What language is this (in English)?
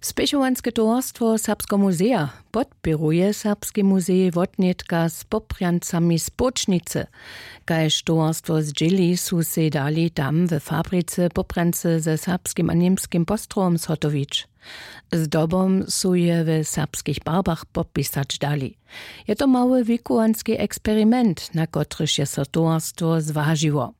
Upper Sorbian